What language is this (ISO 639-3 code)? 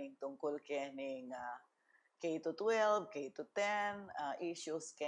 pam